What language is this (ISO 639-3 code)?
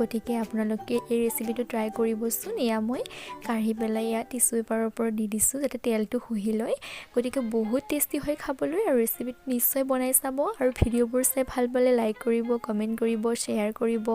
asm